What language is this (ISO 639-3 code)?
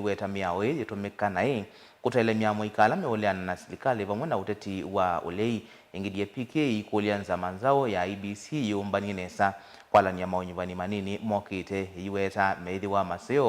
kam